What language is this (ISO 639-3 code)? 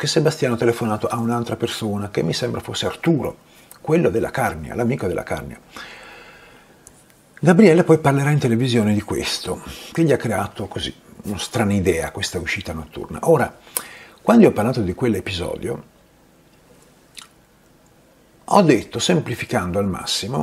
ita